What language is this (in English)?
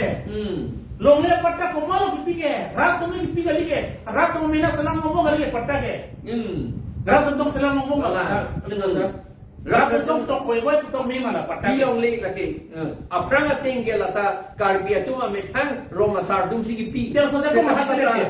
Karbi